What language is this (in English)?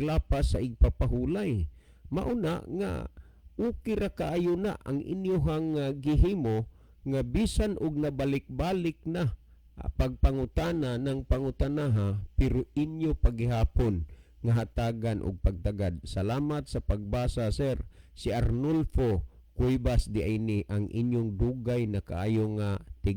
Cebuano